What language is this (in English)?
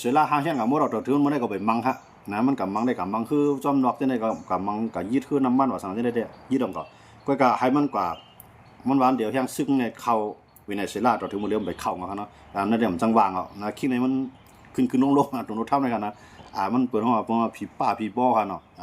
Shan